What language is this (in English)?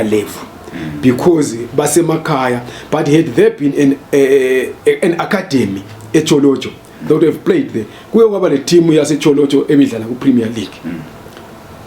Zulu